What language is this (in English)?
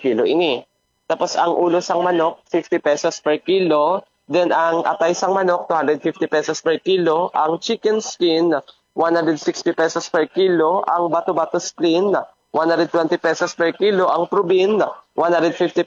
Hiligaynon